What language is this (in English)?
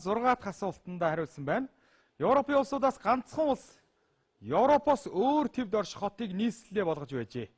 Mongolian